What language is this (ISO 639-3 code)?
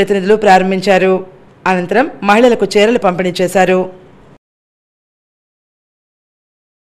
tel